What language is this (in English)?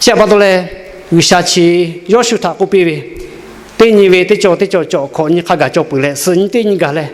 Lahu